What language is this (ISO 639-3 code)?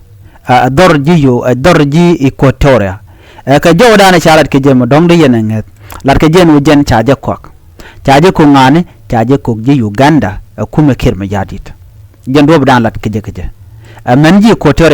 nus